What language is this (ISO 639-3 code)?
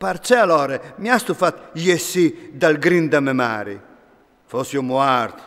fur